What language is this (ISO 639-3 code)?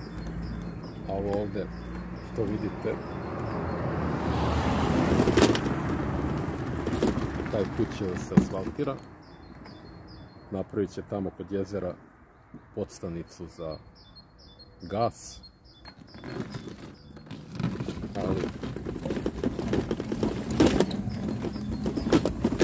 srp